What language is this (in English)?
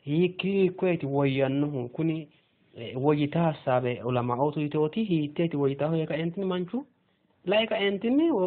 Sidamo